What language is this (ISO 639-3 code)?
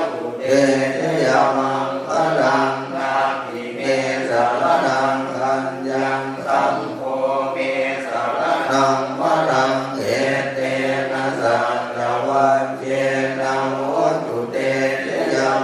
pli